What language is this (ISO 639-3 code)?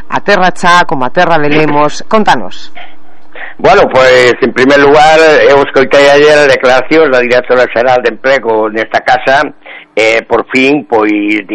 glg